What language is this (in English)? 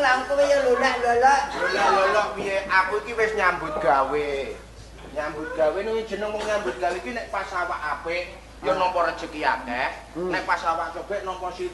Javanese